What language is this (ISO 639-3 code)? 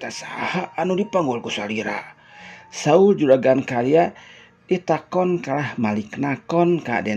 sun